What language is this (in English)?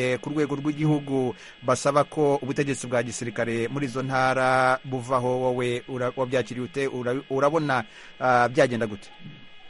Kinyarwanda